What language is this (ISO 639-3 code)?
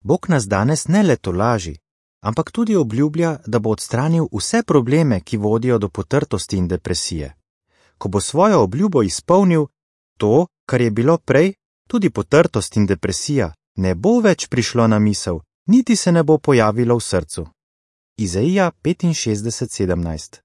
slv